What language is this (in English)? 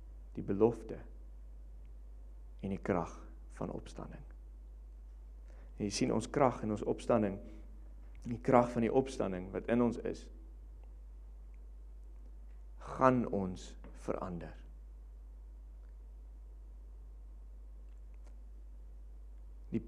Afrikaans